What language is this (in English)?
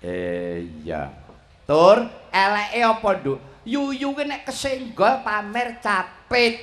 Javanese